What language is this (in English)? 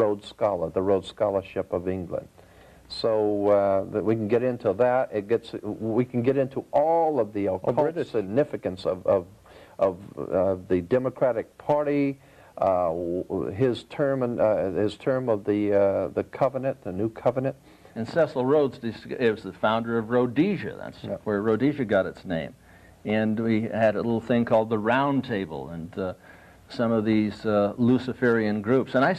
English